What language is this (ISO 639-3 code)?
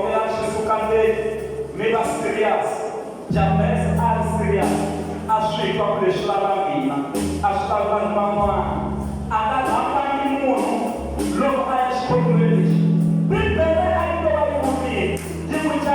tso